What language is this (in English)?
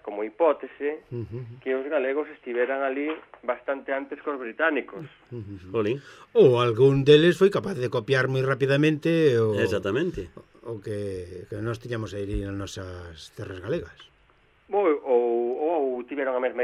Galician